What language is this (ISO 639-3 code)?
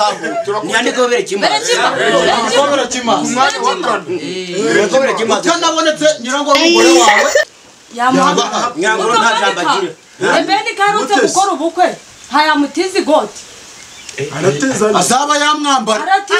kin